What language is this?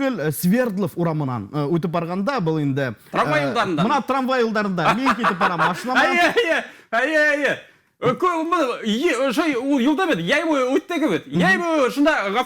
Bashkir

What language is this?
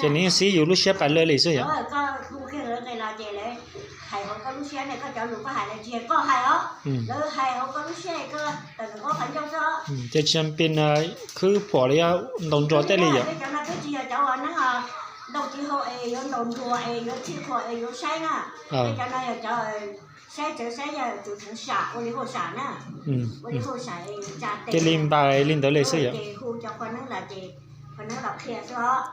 Hmong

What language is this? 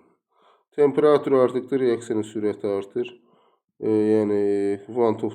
Azerbaijani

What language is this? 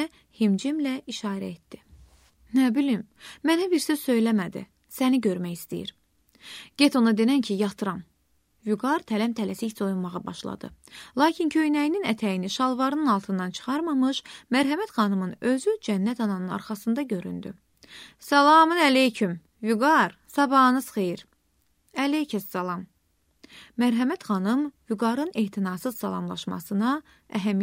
Azerbaijani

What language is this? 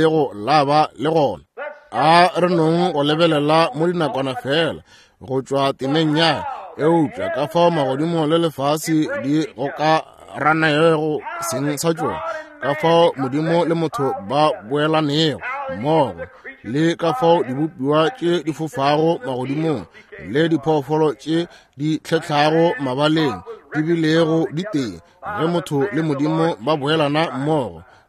Northern Sotho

